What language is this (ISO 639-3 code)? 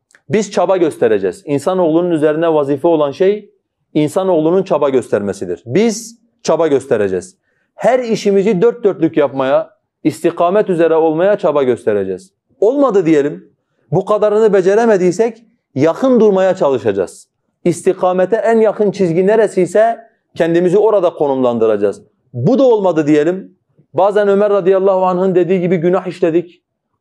tur